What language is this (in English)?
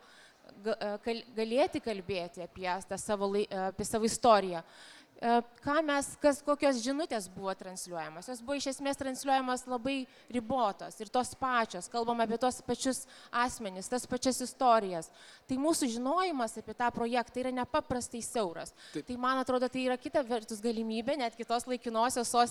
Lithuanian